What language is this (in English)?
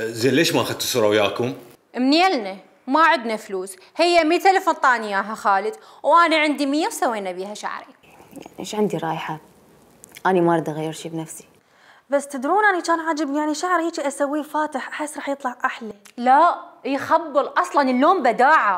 Mesopotamian Arabic